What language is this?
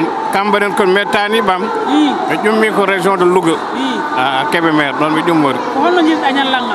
Fula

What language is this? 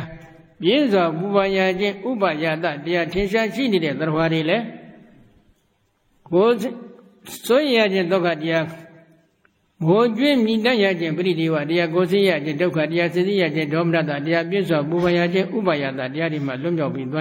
Burmese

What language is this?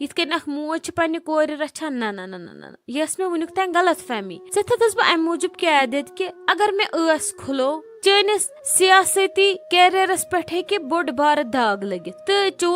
Kashmiri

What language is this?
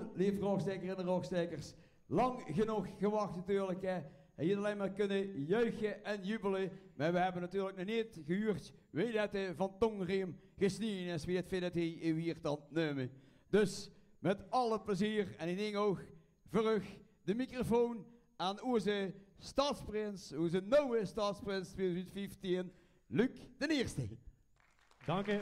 Limburgish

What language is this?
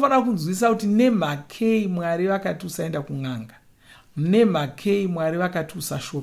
Shona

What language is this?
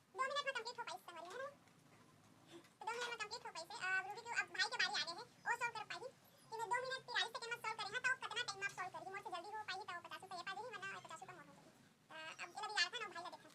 Chhattisgarhi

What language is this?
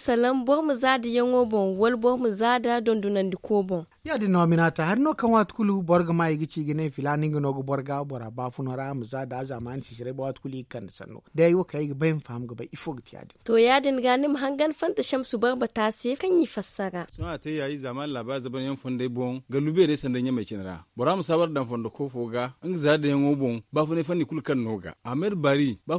Zarma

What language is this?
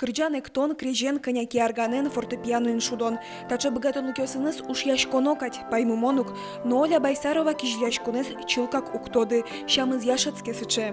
Udmurt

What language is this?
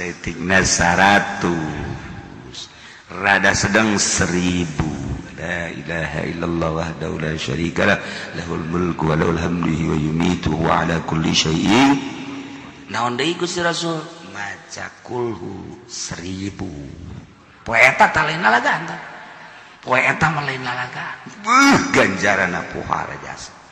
Sundanese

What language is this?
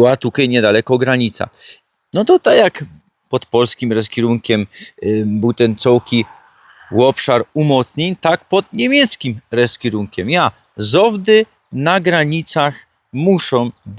Silesian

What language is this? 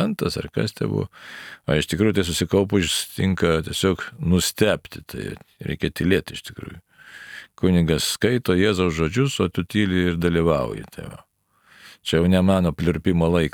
Lithuanian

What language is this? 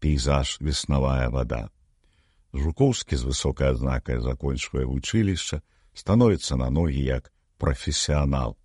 Belarusian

